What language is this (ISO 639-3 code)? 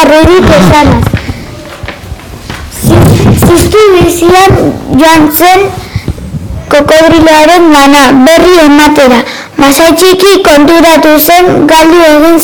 eus